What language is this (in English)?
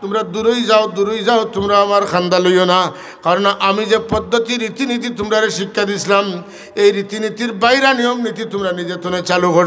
Sylheti